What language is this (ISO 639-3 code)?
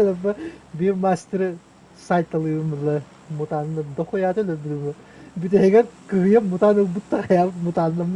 sah